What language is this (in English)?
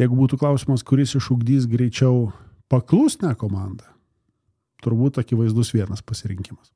Lithuanian